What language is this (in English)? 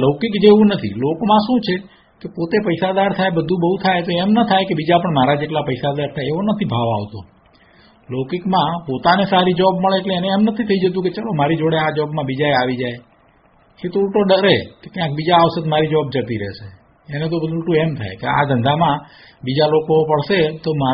Gujarati